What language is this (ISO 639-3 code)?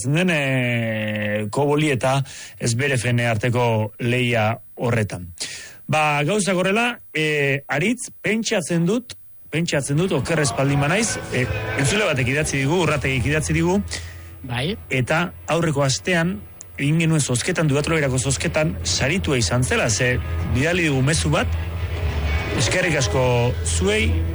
eus